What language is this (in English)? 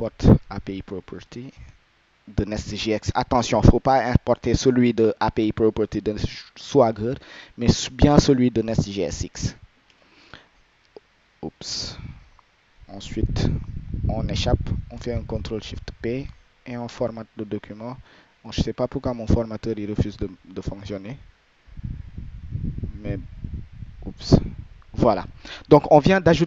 French